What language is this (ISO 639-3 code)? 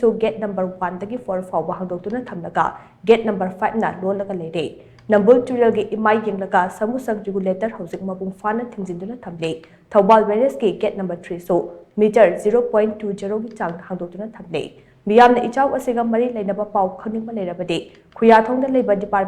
mni